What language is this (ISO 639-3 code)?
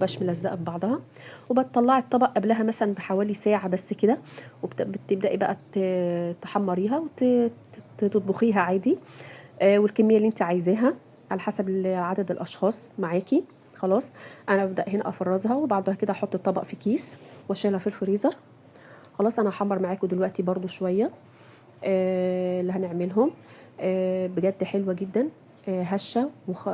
arz